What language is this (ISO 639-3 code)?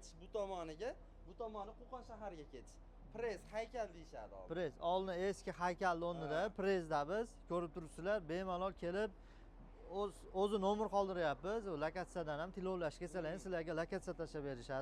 uzb